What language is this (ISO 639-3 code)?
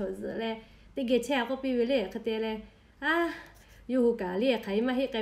lhu